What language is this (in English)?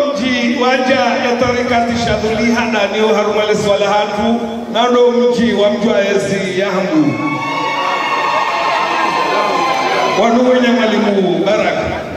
Swahili